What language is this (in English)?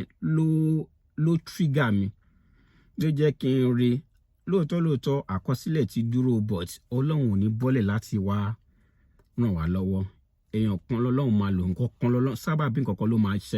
Yoruba